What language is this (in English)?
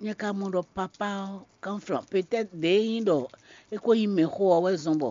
Fon